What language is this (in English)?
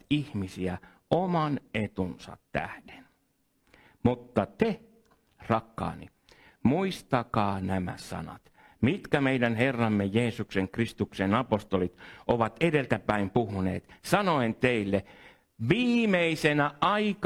Finnish